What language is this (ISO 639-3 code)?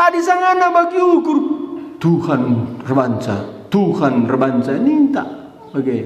btx